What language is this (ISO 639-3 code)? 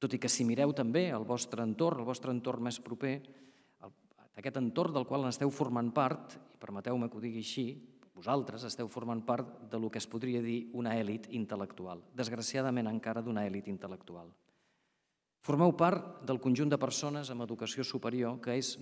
cat